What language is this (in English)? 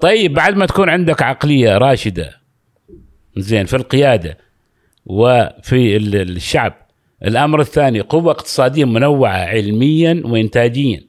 Gulf Arabic